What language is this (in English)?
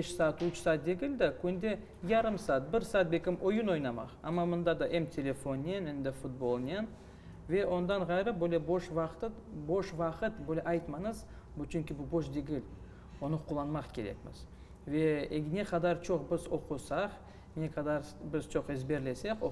Crimean Tatar